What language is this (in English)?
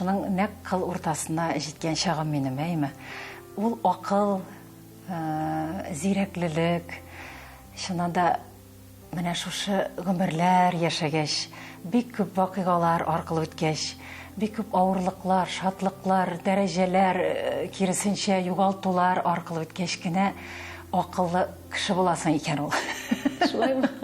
Tatar